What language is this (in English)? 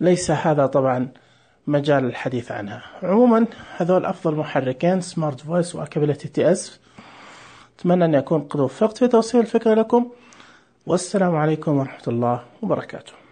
Najdi Arabic